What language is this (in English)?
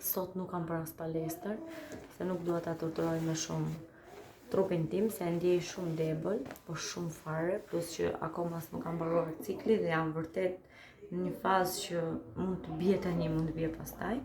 Albanian